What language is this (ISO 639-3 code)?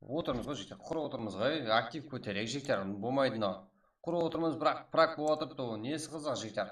kaa